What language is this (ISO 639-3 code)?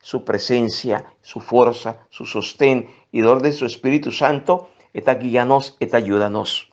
pap